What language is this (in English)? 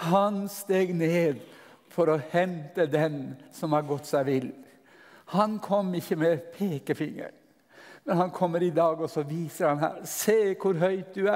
Norwegian